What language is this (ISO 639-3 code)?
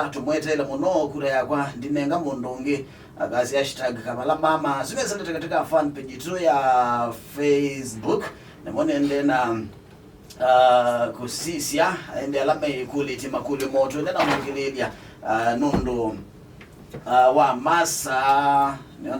kam